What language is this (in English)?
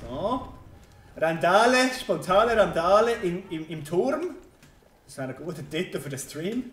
Swiss German